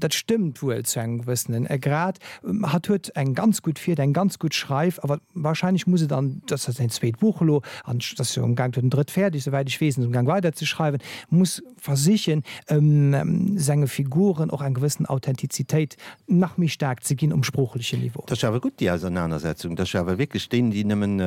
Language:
Luxembourgish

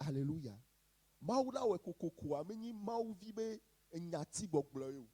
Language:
Ewe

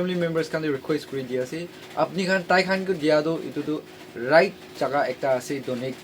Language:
Naga Pidgin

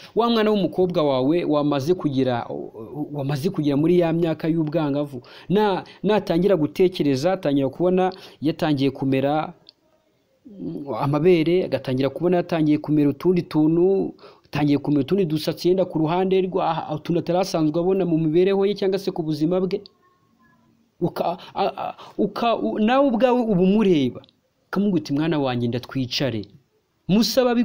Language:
Kinyarwanda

